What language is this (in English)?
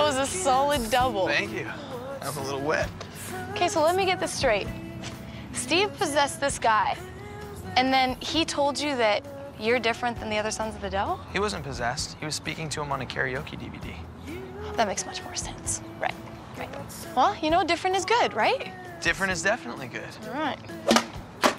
English